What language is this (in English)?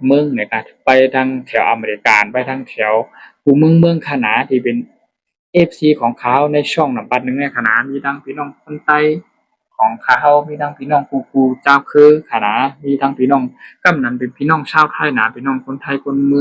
Shan